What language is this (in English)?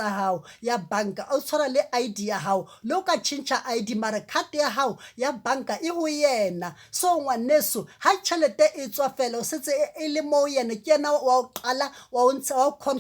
Southern Sotho